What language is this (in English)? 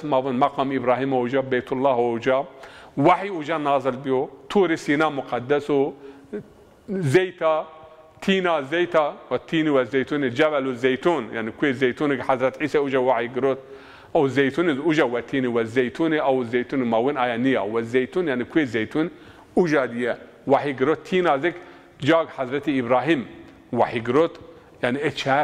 Zaza